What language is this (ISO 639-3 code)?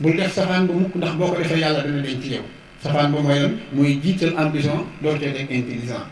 wol